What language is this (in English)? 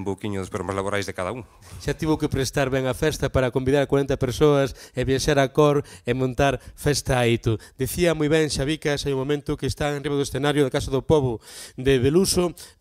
Galician